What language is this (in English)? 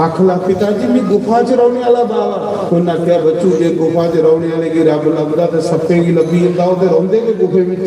Dogri